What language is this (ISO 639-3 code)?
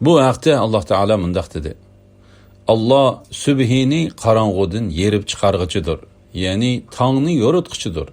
uig